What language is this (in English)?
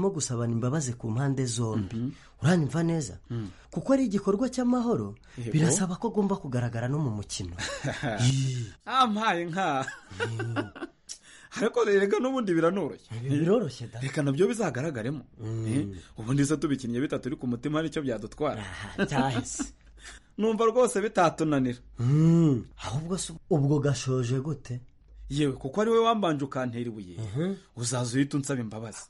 Kinyarwanda